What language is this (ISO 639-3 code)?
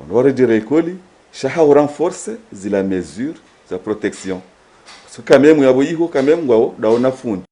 zdj